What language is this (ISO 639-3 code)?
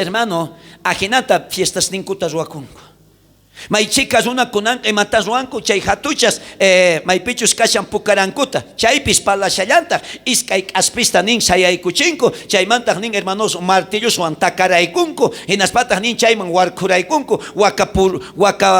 quh